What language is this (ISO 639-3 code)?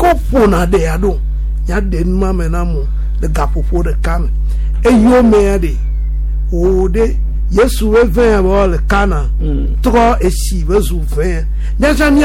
gej